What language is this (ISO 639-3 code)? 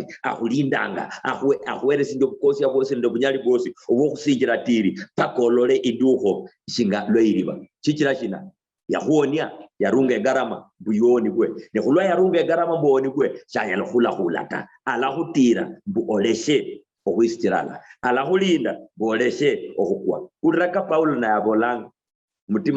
luy